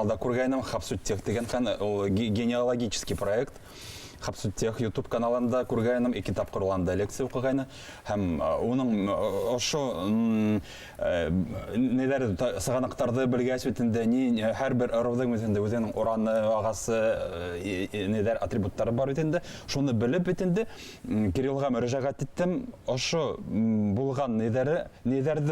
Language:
Bashkir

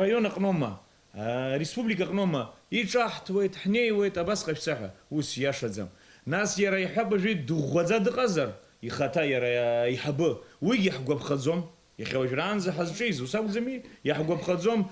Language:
Abkhazian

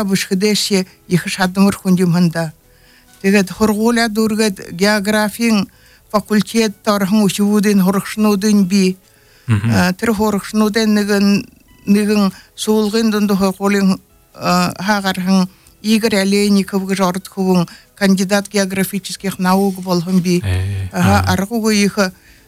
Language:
Buriat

